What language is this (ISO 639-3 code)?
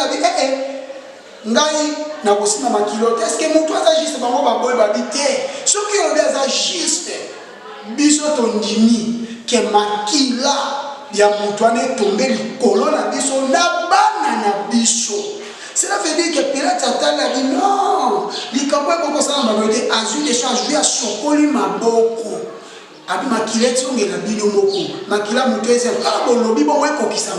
lin